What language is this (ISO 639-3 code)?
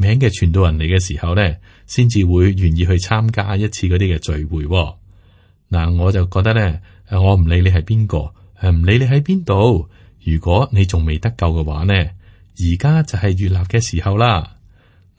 yue